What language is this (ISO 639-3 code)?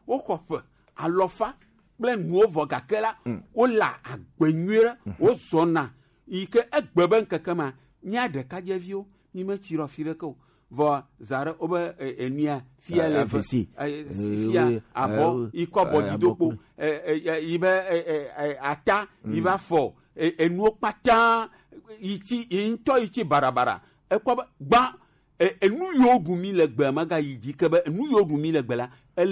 gej